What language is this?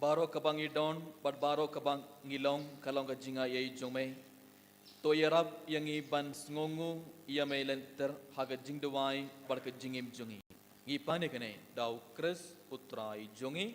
Khasi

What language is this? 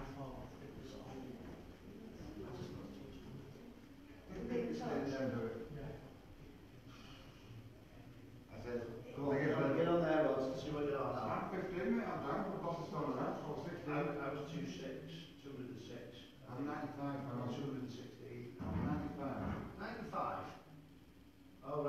English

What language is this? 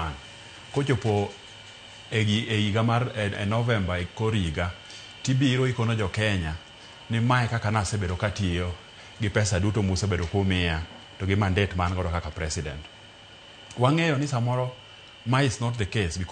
Luo (Kenya and Tanzania)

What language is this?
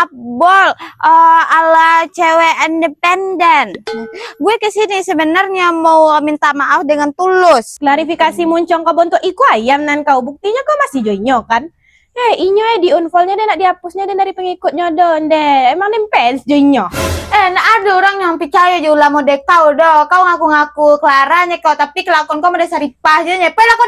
Minangkabau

